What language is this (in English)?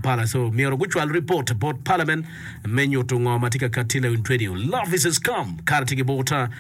Acoli